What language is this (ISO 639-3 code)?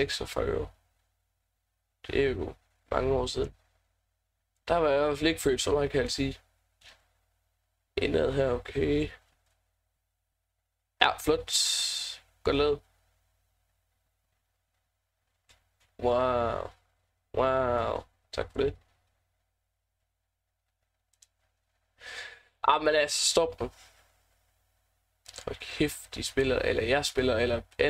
dan